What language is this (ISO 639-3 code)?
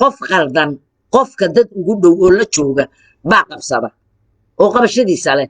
som